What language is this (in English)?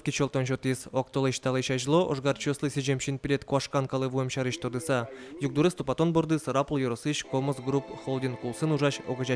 Udmurt